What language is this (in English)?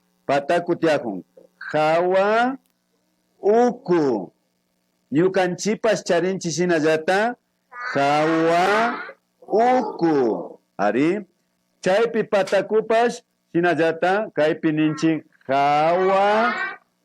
Imbabura Highland Quichua